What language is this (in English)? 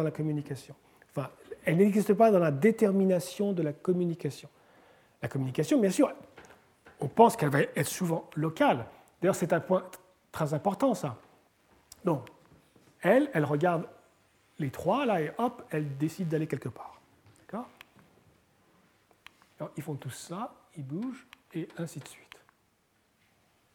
French